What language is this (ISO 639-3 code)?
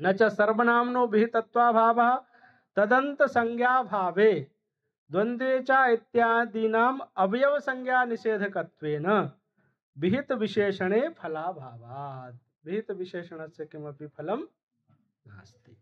san